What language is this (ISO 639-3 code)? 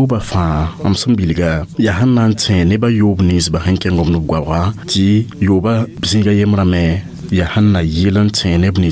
mos